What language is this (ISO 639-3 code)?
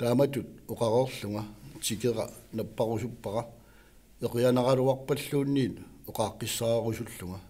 kal